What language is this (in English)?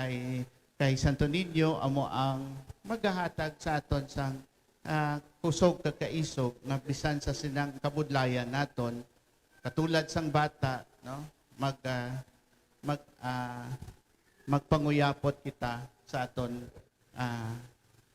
Hiligaynon